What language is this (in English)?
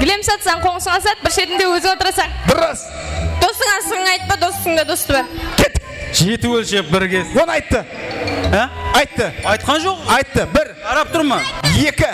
Kara-Kalpak